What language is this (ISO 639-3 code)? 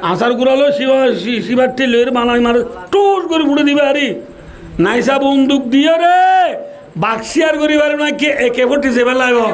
rhg